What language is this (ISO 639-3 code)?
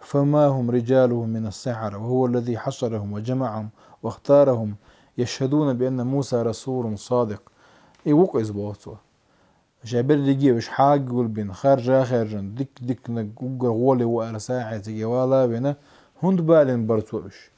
che